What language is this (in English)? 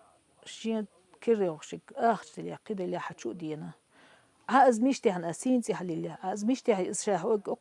Chechen